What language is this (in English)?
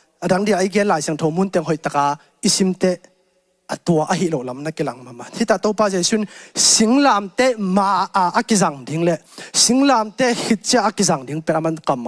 Tedim Chin